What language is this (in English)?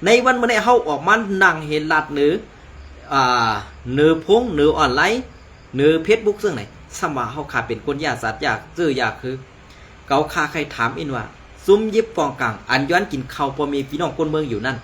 Shan